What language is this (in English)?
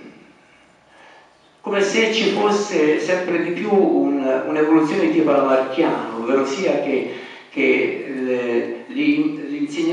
Italian